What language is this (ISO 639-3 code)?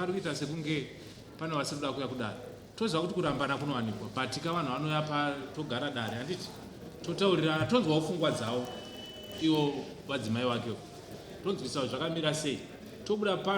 sna